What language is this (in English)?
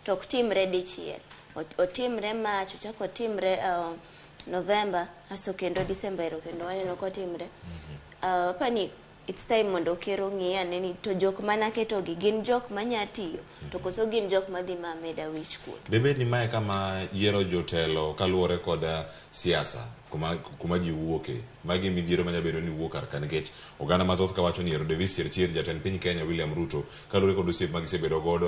Luo (Kenya and Tanzania)